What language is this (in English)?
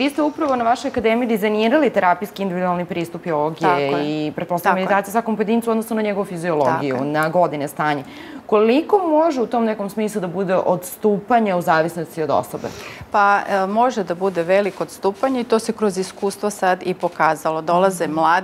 Serbian